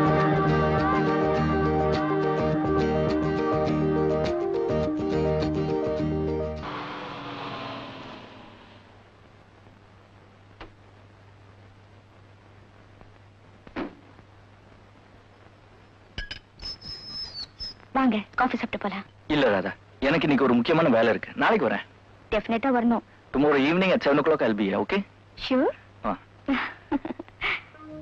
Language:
Tamil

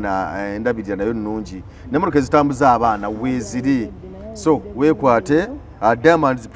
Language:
Ganda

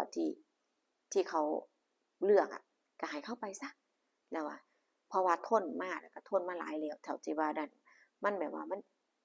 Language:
Lao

